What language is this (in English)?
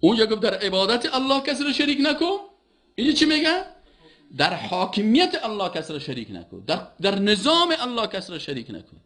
Persian